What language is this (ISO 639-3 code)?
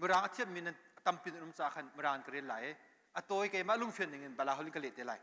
cnh